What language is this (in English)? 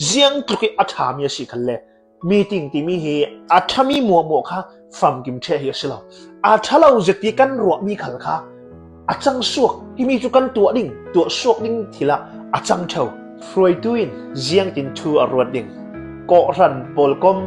Falam Chin